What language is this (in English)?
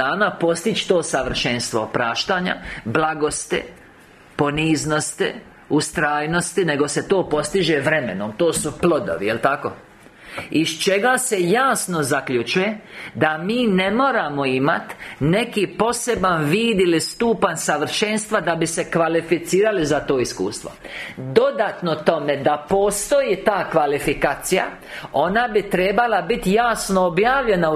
Croatian